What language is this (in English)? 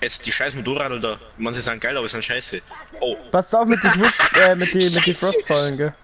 Bavarian